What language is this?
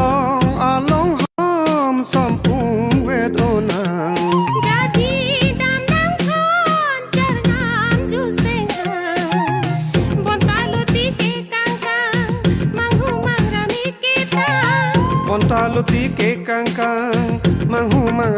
Karbi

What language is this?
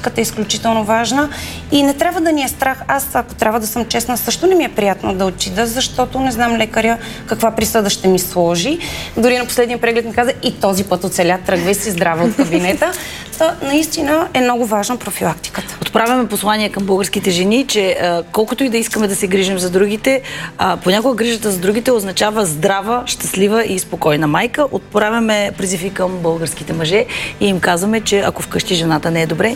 Bulgarian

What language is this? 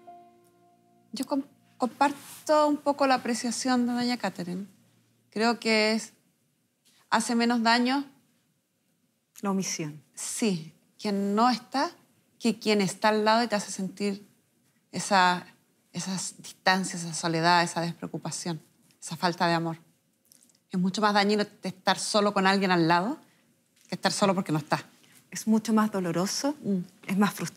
Spanish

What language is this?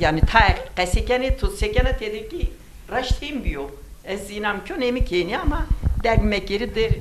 Zaza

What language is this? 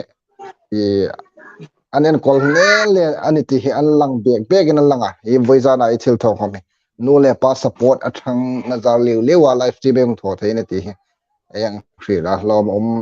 Hmar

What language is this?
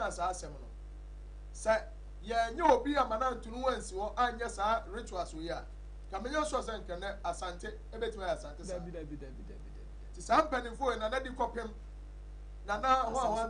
Akan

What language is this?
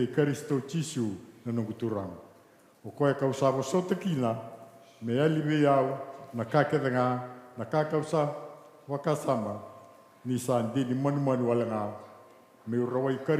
Fijian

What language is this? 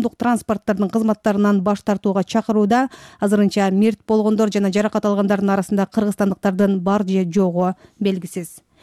Kyrgyz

